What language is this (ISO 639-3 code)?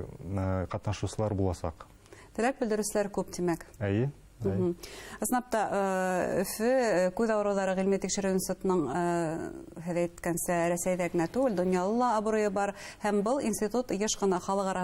bak